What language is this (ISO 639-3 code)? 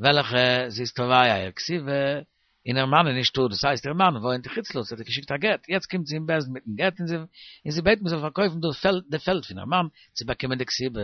yid